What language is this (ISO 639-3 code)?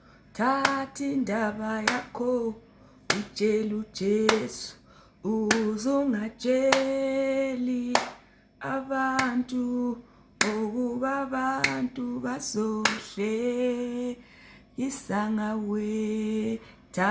zul